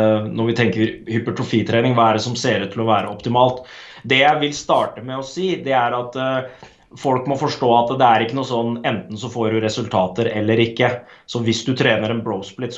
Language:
Norwegian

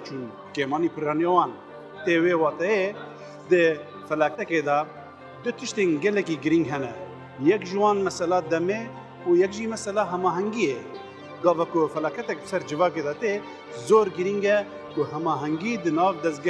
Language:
Kurdish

